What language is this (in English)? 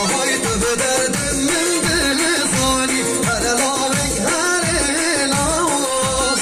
Kurdish